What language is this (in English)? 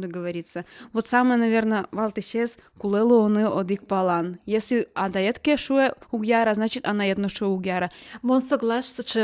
Udmurt